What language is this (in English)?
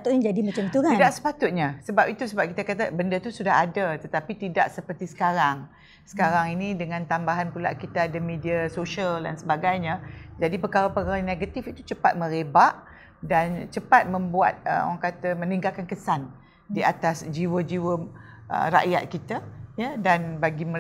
Malay